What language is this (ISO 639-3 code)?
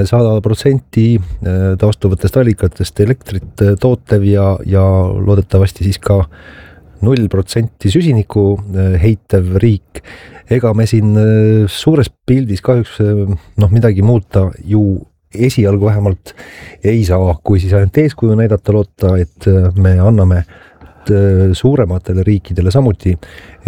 est